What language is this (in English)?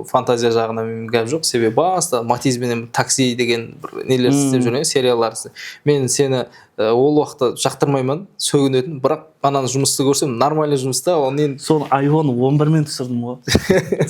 Kara-Kalpak